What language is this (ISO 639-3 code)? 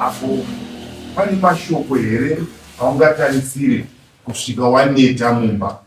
sna